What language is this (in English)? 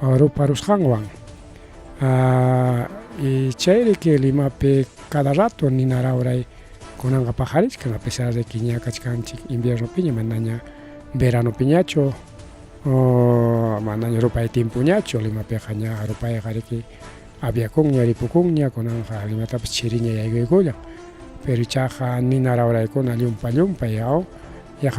Ayacucho Quechua